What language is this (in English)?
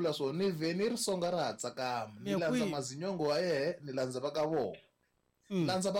Tsonga